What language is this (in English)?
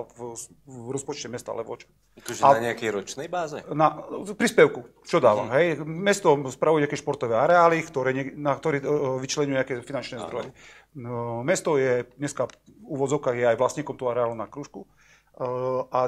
Slovak